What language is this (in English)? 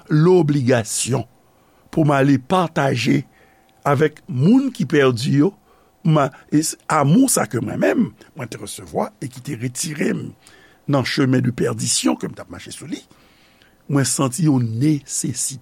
Haitian Creole